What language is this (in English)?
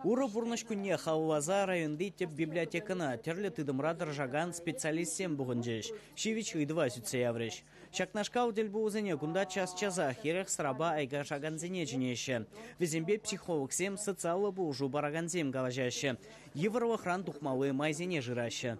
Chuvash